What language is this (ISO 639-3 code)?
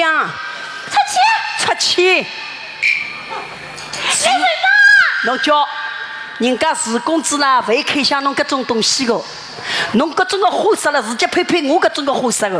wuu